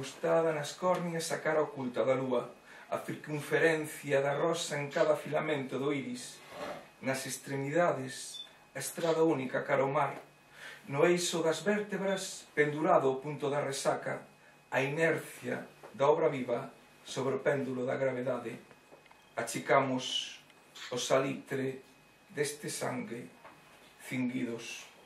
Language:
Galician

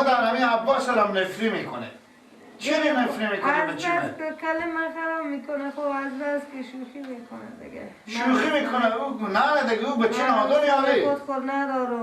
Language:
Persian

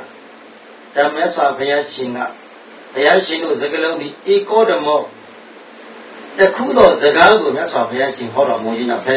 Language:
Burmese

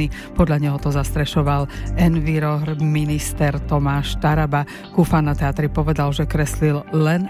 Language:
Slovak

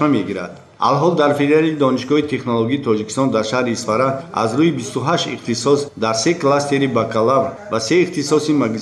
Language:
Tajik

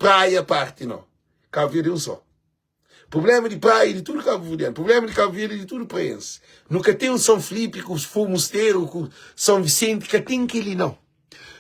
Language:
Kabuverdianu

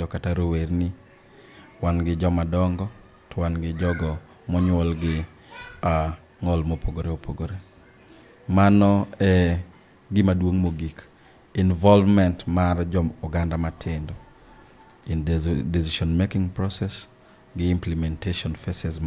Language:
Luo (Kenya and Tanzania)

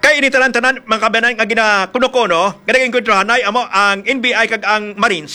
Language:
Hiligaynon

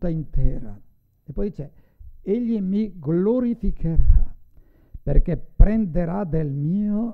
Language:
Italian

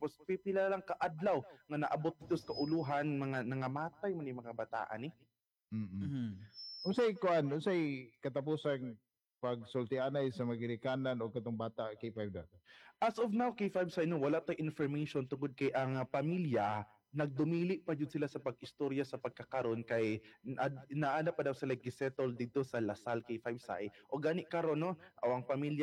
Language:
Cebuano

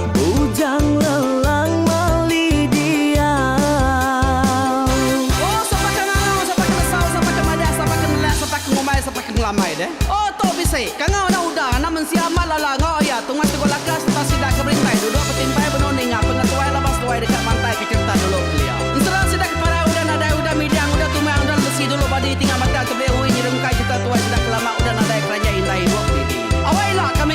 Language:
Iban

